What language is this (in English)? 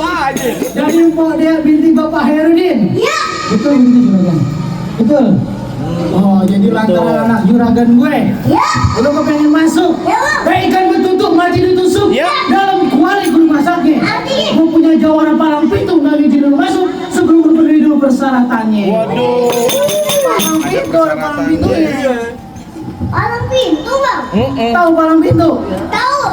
Betawi